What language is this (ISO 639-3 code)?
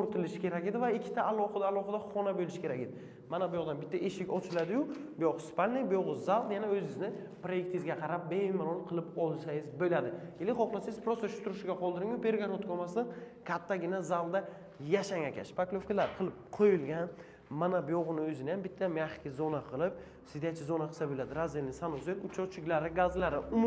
uzb